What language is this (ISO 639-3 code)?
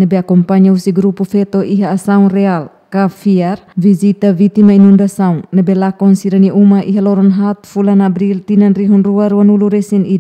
tet